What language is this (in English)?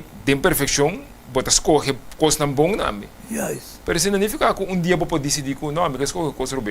Papiamento